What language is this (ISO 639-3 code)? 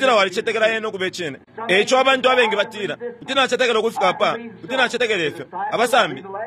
bem